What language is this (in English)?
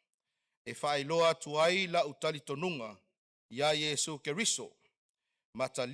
Samoan